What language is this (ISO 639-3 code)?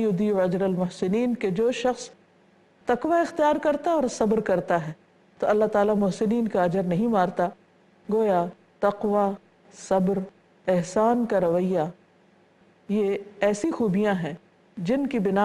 urd